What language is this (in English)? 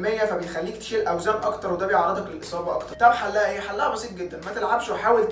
Egyptian Arabic